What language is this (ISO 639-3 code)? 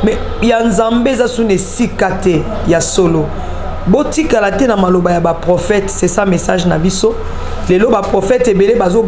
lin